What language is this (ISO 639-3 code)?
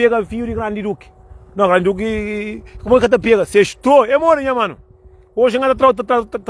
kea